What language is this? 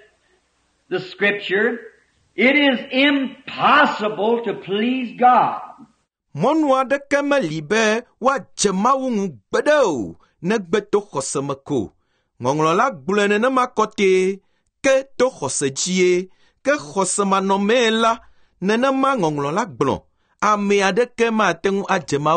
Ewe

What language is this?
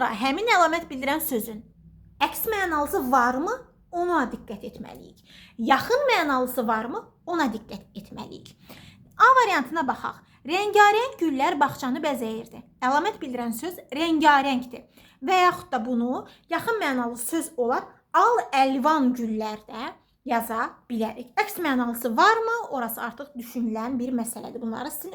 Azerbaijani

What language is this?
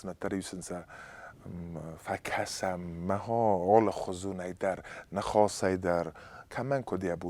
Ossetic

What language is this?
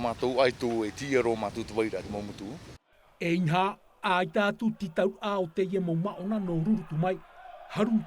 Tahitian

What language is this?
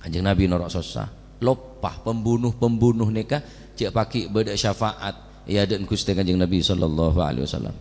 Madurese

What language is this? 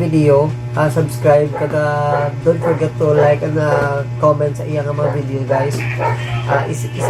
Hiligaynon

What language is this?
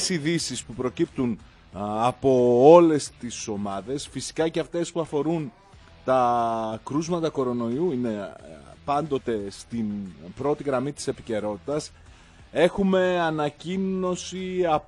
Greek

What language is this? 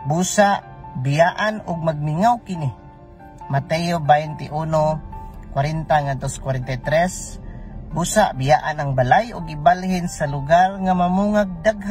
Cebuano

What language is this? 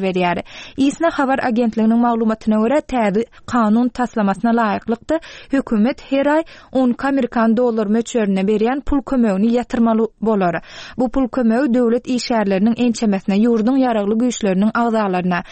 Turkmen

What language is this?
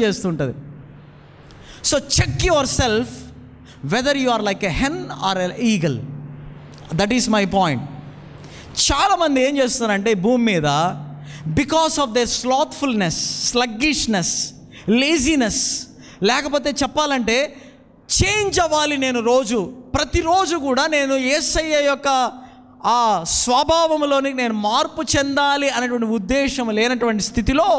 Telugu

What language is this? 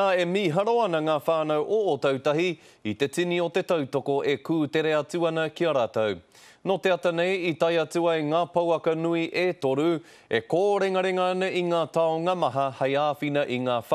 Māori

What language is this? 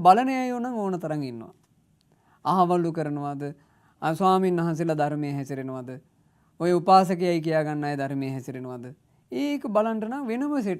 Sinhala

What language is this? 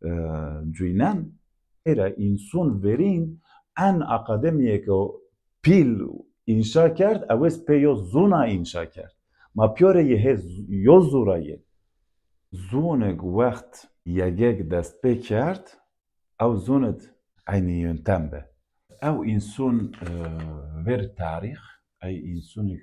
Zaza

